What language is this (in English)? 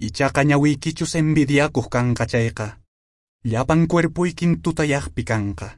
Quechua